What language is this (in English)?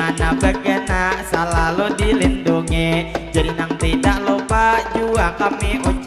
Banjar